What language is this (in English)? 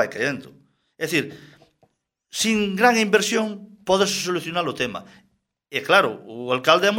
Galician